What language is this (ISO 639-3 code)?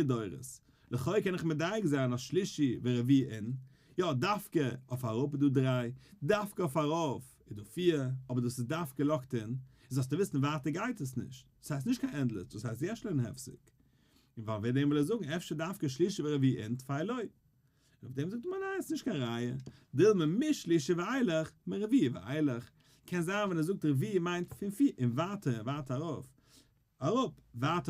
yid